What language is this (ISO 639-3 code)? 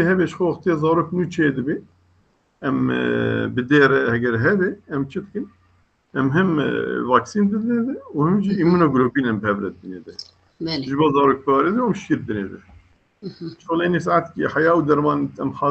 kur